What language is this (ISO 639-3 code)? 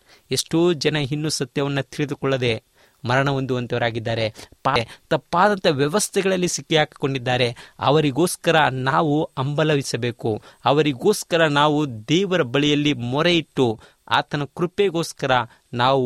kan